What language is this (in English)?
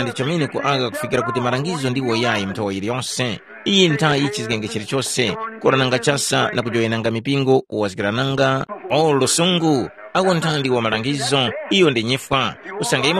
Tumbuka